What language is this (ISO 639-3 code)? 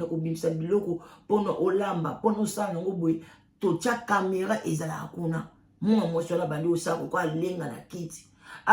lin